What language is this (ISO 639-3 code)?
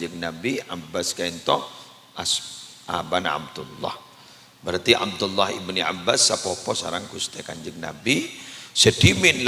mad